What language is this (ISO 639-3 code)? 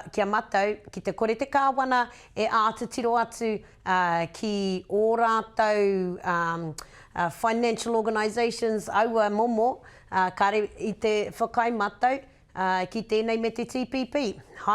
mri